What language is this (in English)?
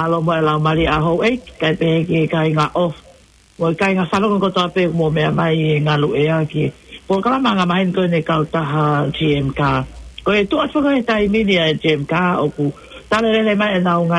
Tongan